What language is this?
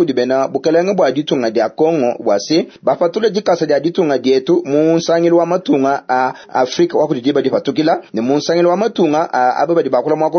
Luba-Lulua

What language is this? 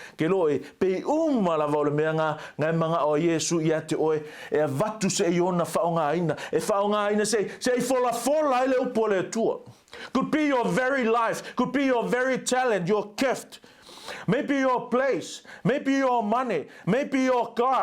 Samoan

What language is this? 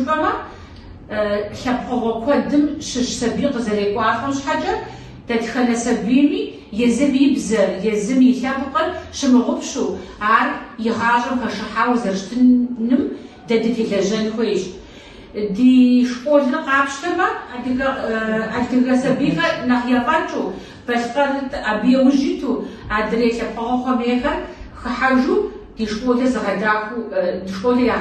Kabardian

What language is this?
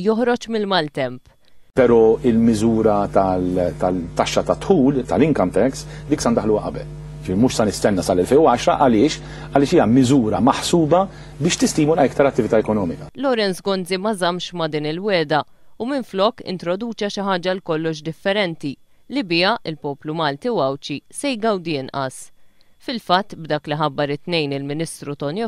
Maltese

